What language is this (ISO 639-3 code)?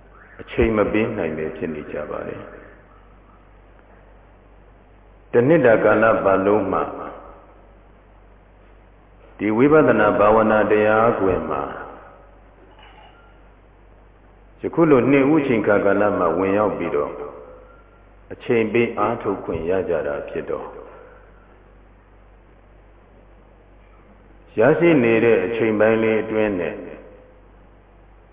mya